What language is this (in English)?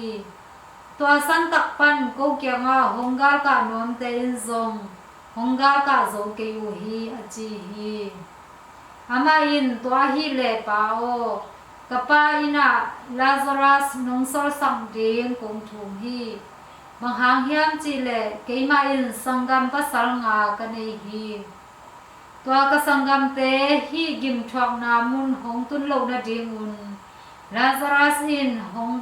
Tedim Chin